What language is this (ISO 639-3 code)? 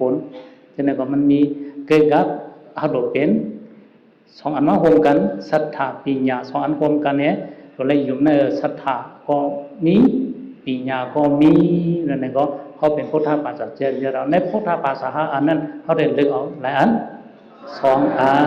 shn